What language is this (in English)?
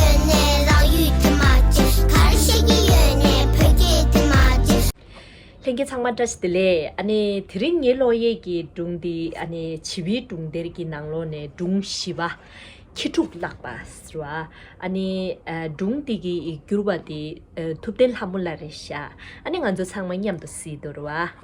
Tibetan